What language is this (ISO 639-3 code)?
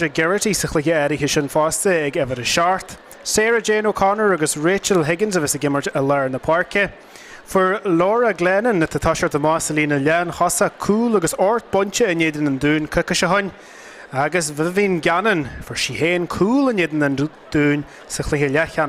gle